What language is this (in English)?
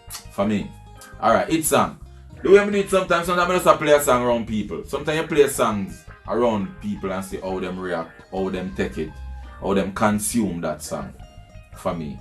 Jamaican Creole English